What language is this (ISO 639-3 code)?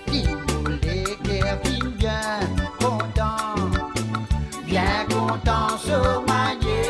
mfe